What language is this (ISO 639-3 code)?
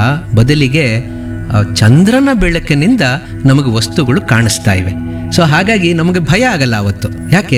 kan